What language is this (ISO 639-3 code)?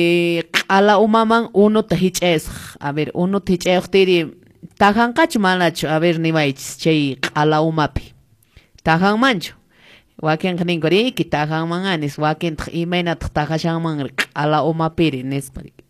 que